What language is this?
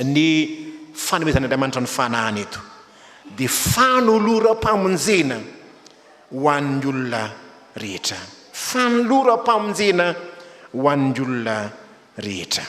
Malagasy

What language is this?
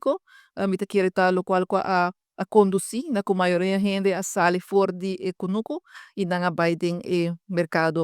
Papiamento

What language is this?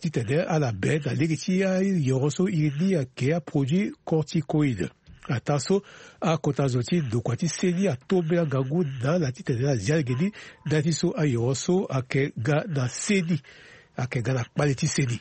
Sango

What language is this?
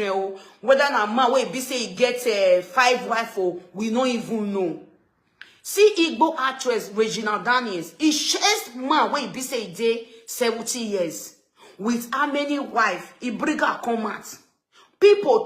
Nigerian Pidgin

